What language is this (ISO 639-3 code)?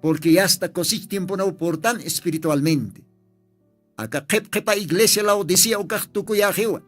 aym